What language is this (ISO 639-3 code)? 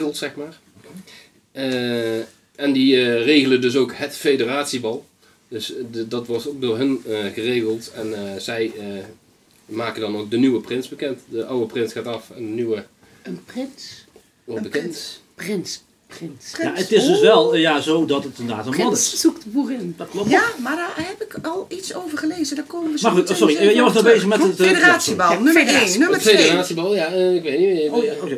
nld